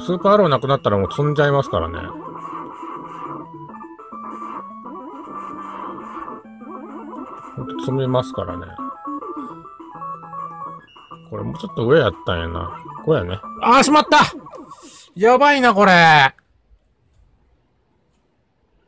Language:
Japanese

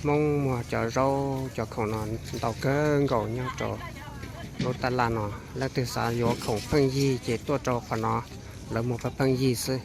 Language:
Hmong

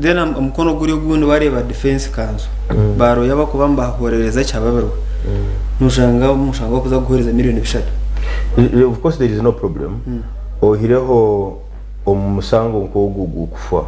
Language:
Nyankole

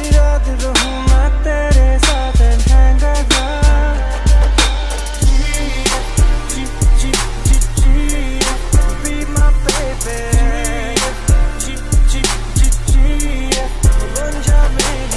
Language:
Hindi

